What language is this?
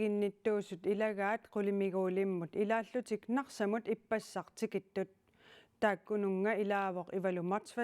Kalaallisut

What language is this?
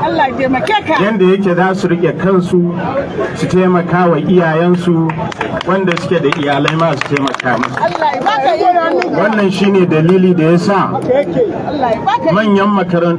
Hausa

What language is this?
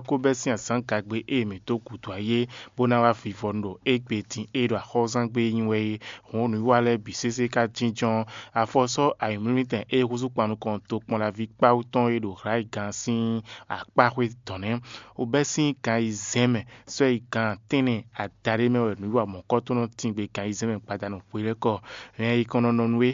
Fon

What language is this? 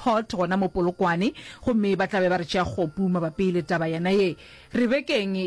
Northern Sotho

